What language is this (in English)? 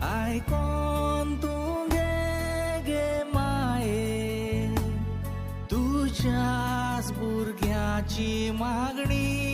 Konkani